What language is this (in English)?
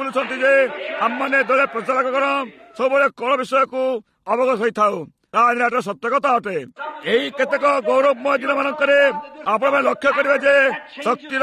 Odia